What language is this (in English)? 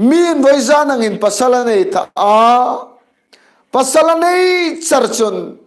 Hmar